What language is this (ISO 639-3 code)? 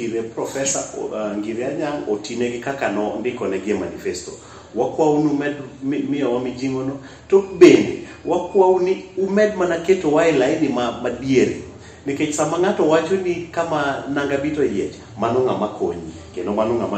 luo